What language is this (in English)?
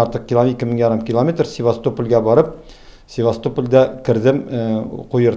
Tatar